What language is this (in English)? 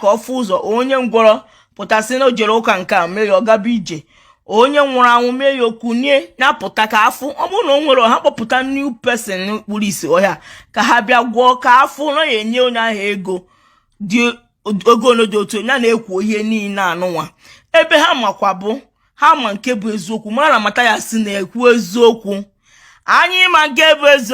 Igbo